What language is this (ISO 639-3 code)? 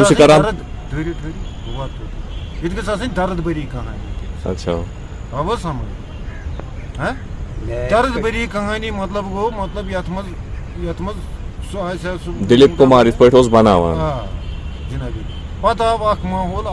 kas